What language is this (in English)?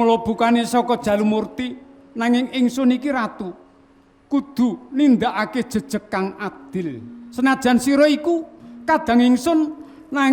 Javanese